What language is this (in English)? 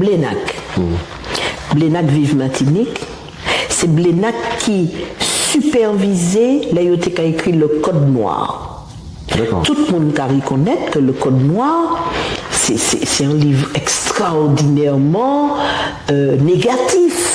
Guadeloupean Creole French